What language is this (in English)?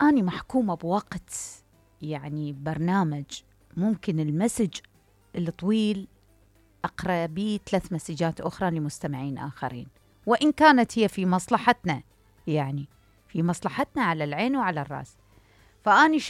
Mesopotamian Arabic